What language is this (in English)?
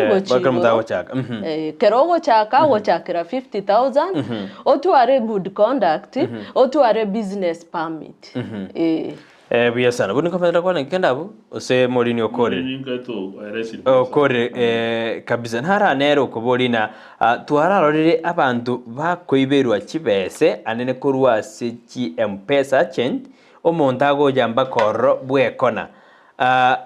Gusii